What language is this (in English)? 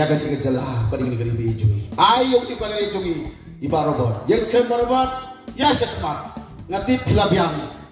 Khasi